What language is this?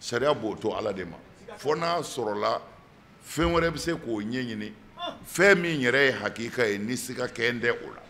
Bambara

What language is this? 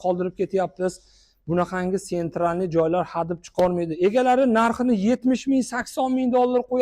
Uzbek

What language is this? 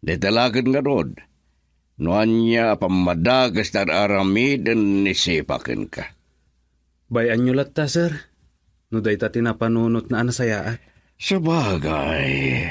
Iloko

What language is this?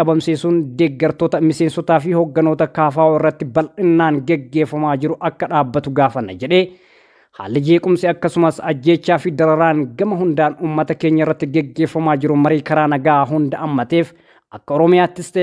Oromo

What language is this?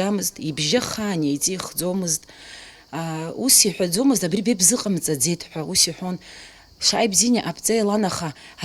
Abkhazian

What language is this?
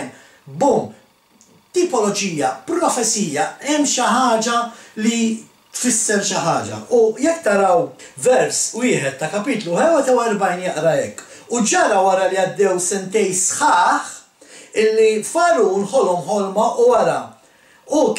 Maltese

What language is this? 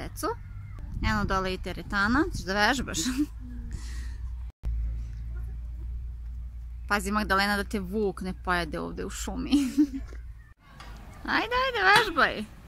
Serbian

